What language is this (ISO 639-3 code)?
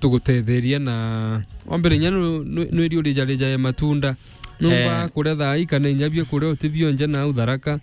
mer